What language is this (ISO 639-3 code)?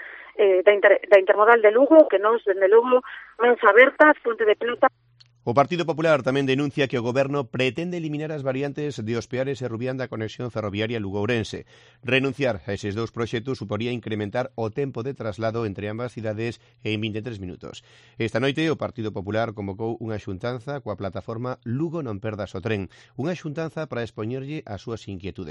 glg